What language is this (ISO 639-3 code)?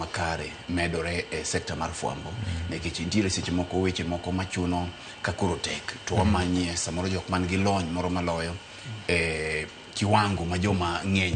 luo